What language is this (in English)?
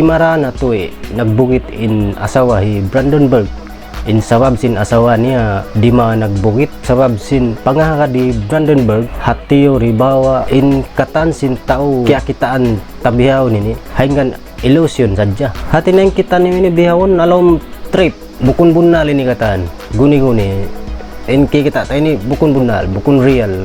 Tausug